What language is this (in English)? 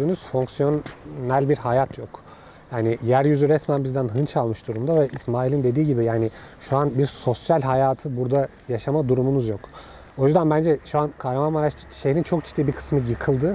Turkish